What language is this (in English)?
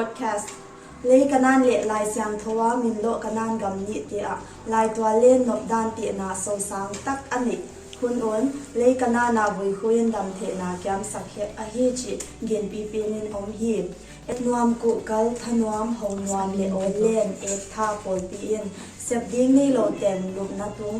Paite Chin